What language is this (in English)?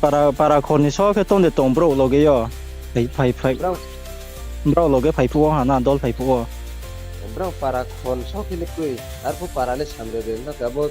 Riang (India)